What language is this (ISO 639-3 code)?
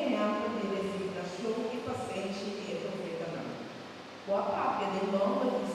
pap